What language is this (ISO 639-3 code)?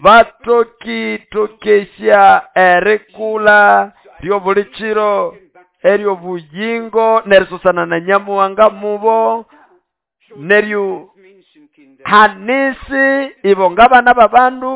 nnb